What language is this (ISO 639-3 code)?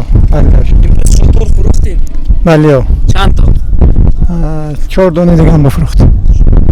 fas